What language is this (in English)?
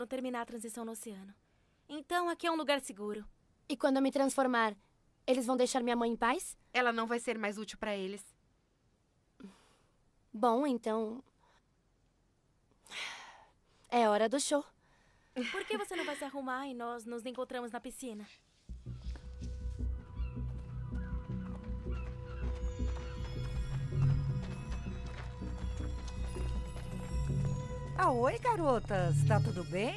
Portuguese